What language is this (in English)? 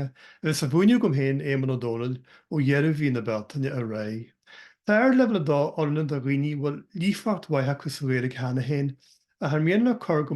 Irish